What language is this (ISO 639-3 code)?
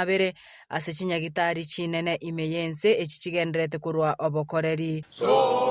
guz